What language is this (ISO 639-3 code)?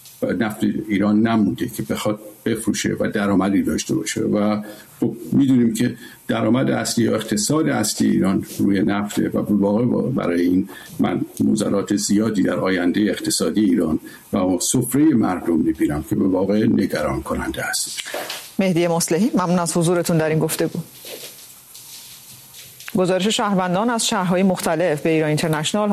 fas